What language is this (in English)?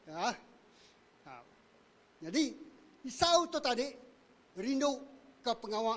Iban